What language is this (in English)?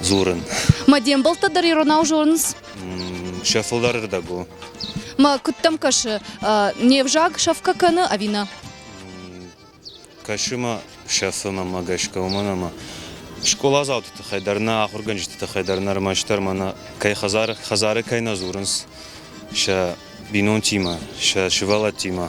Ossetic